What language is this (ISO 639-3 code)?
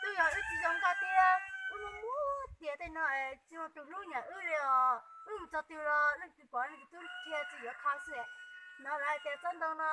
hmn